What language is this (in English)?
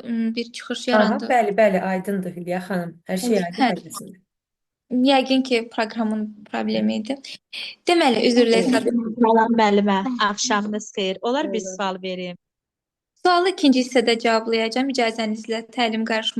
Azerbaijani